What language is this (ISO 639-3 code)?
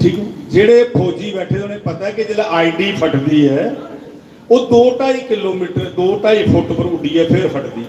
doi